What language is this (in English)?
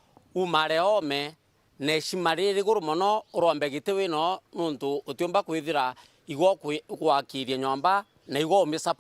Meru